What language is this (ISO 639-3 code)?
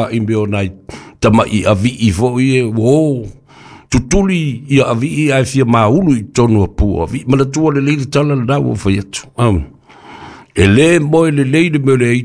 smo